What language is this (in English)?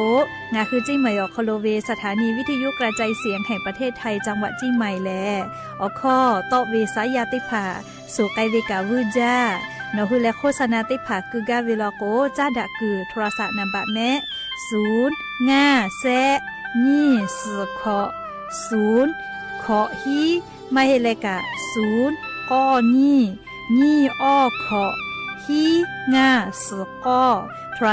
Lahu